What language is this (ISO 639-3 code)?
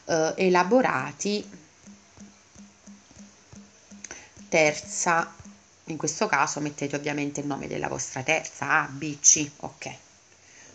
ita